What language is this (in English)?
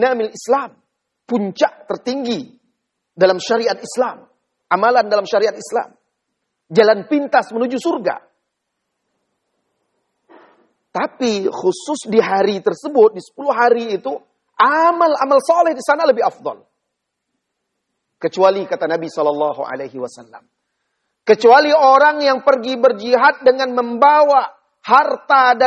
Indonesian